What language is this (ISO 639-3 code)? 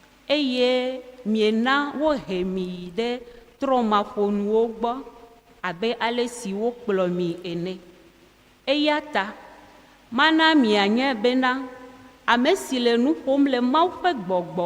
ewe